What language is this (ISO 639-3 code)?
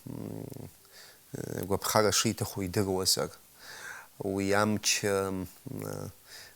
abk